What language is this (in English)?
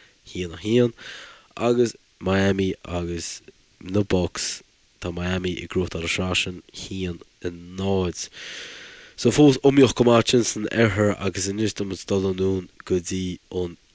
Irish